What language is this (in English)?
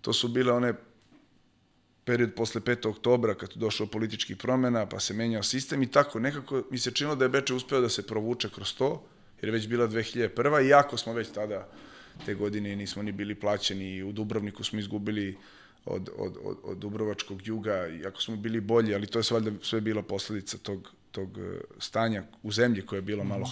Serbian